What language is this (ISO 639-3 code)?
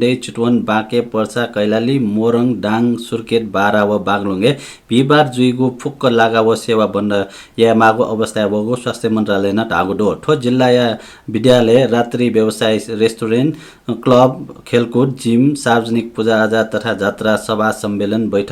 new